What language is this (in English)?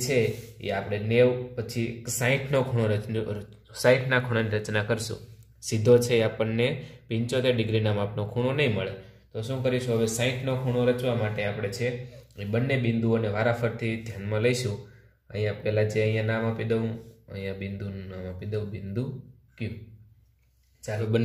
Gujarati